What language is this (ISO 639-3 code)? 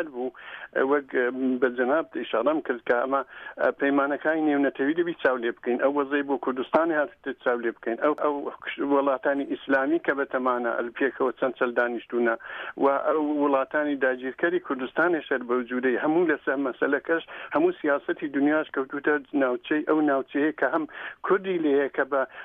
ckb